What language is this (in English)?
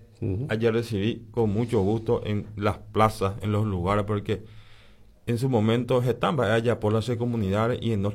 Guarani